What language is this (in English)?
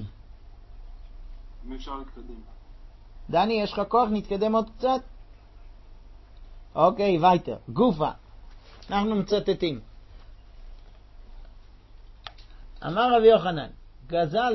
Hebrew